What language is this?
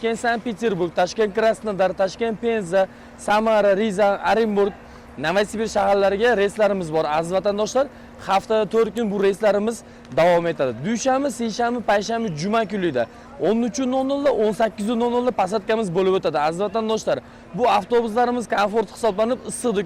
Uzbek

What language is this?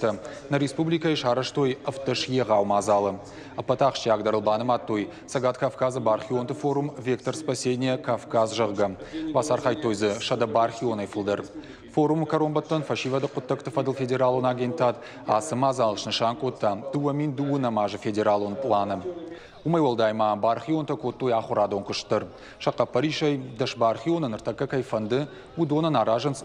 Ossetic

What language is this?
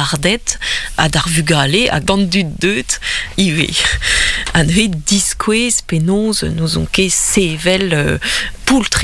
Breton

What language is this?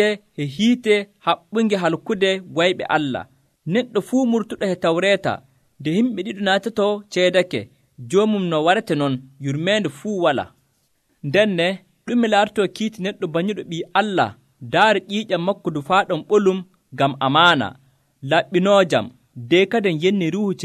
Nigerian Fulfulde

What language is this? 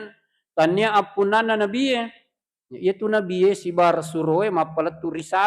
Buginese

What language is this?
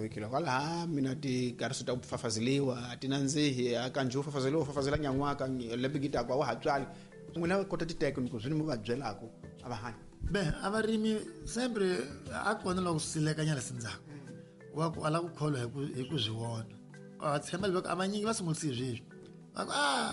Tsonga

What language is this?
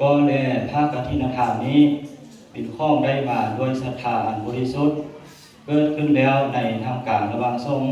Lao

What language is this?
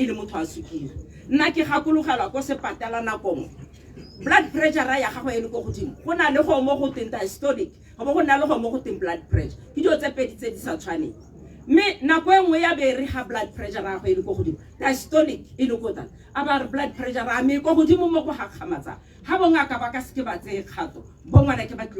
Tswana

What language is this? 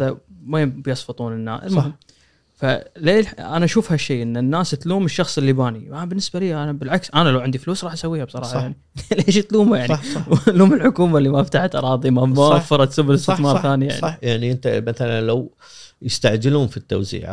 Gulf Arabic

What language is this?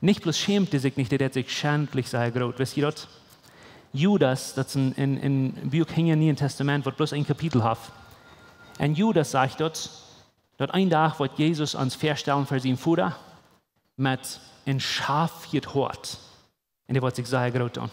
Plautdietsch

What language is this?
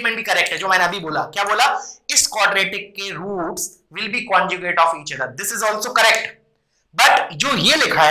Hindi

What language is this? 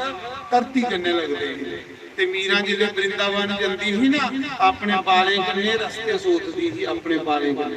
Dogri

